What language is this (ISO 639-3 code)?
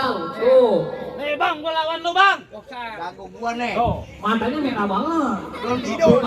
bew